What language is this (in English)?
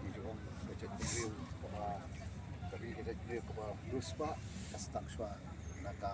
Khasi